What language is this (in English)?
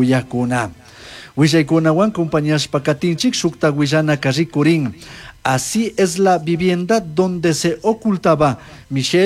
Chimborazo Highland Quichua